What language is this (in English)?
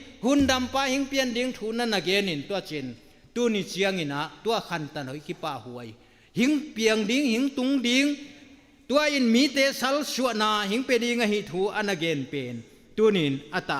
Tedim Chin